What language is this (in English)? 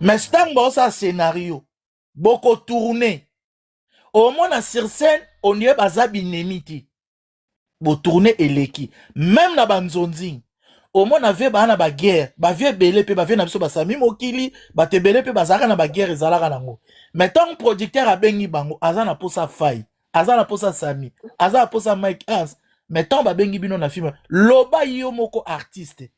Lingala